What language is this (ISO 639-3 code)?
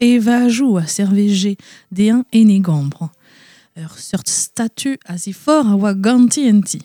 bre